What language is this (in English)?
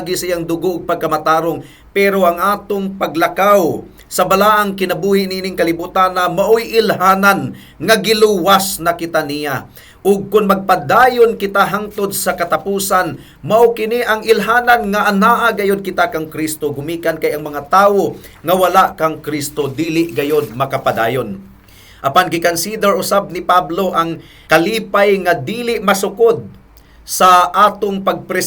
Cebuano